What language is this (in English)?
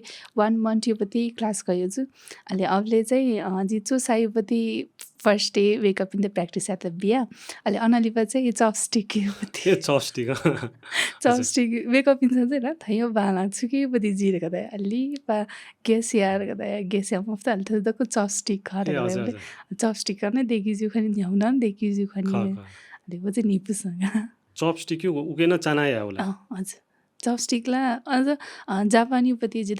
Newari